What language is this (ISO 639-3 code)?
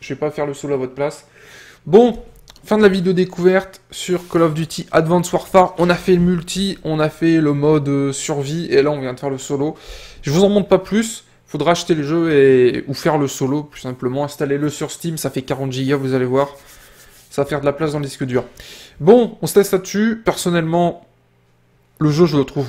fra